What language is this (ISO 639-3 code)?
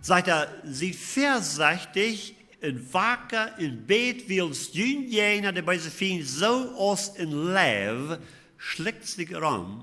pdt